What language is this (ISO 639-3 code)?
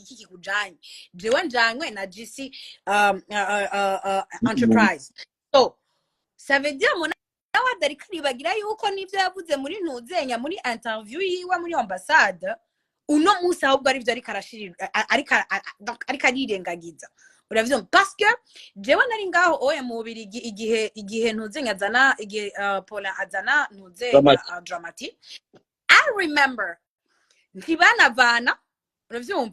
run